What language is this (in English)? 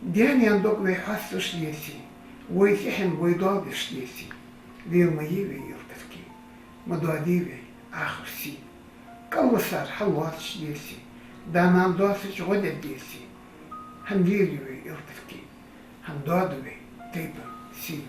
Ingush